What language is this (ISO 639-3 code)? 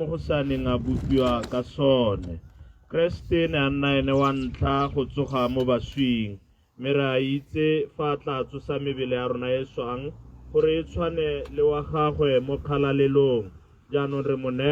tsn